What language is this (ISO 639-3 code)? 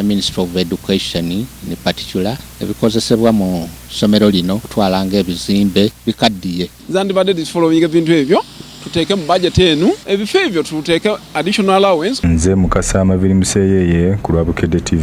lug